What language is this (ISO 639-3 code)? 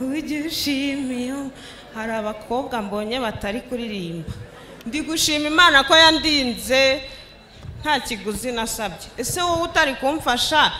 kin